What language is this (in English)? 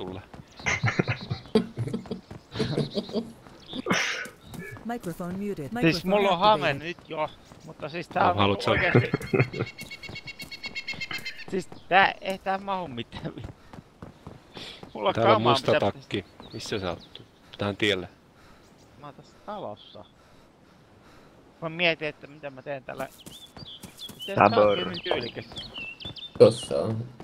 Finnish